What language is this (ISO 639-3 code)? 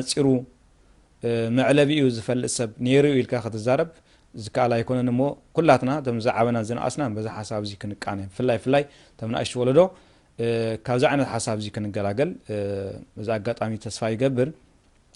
tir